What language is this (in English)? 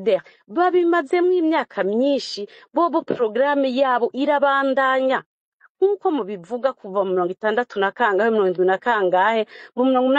Rundi